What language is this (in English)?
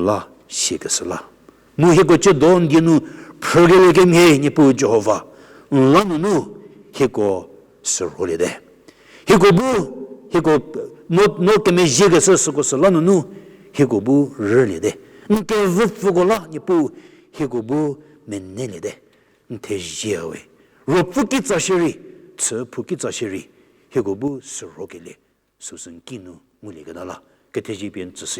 Angami Naga